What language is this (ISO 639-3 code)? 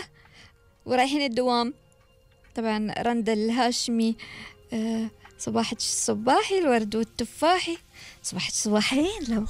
afb